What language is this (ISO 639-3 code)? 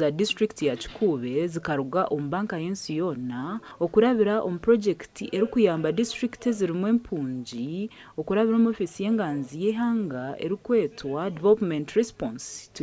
nyn